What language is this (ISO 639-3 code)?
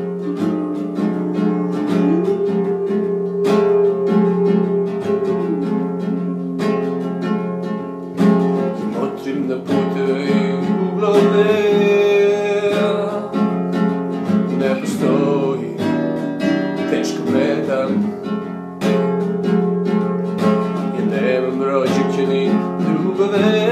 srp